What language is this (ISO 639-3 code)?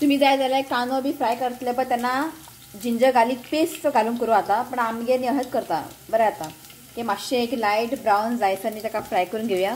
kok